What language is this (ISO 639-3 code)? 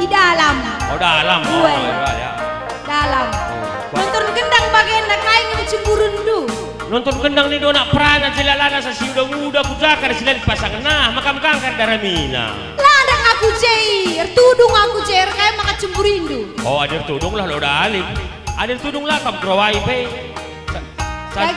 btx